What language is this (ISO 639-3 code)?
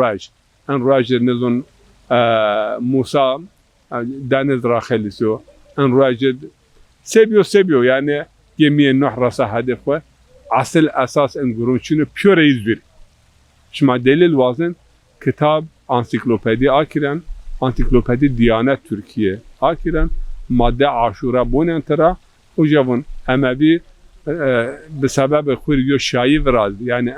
zza